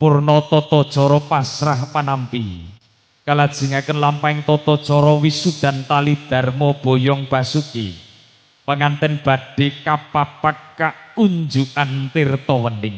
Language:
Javanese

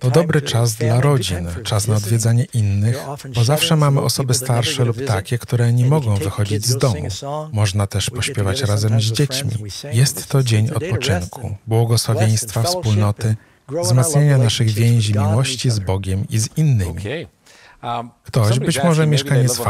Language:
Polish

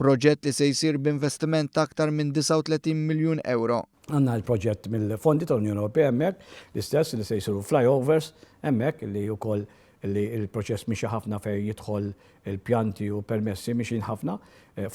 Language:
Maltese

